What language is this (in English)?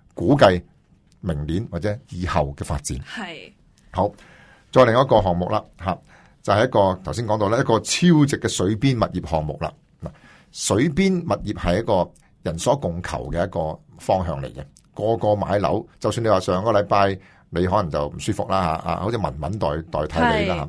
Cantonese